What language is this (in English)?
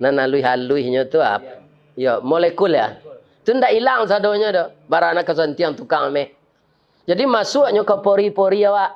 Minangkabau